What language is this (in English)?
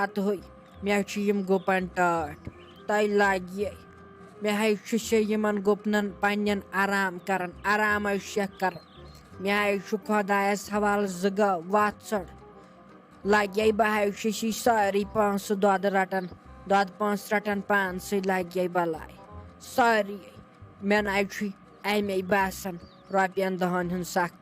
Kashmiri